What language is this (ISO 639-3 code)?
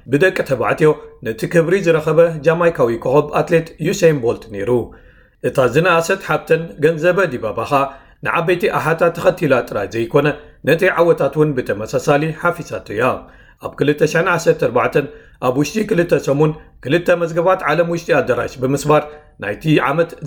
tir